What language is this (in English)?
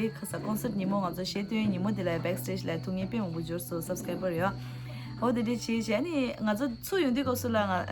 Tibetan